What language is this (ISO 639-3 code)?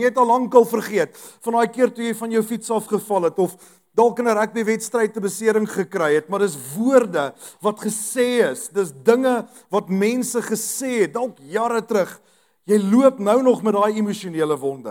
afr